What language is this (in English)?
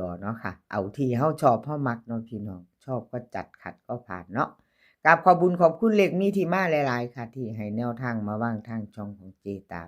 Northeastern Thai